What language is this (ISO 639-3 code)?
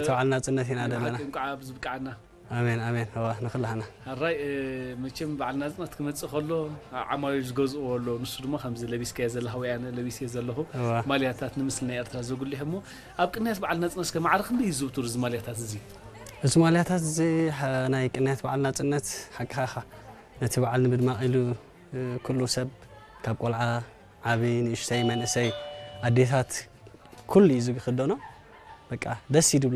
tir